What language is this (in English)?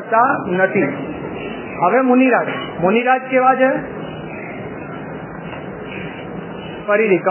Gujarati